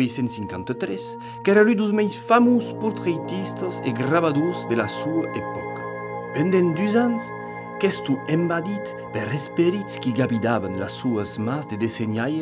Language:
Occitan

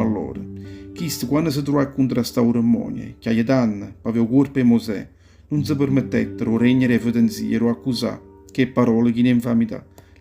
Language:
Neapolitan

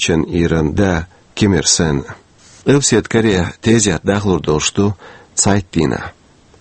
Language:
Chechen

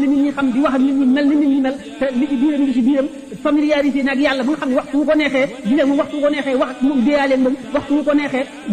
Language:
Wolof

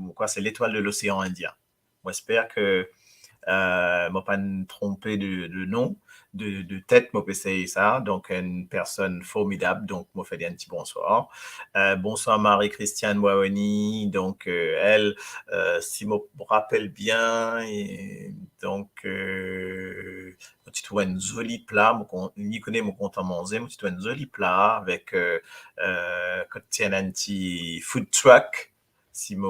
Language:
Morisyen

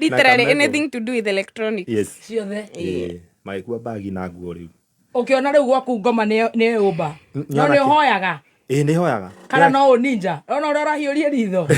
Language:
Kikuyu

